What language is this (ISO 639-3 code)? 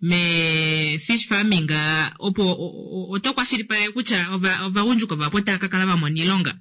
kua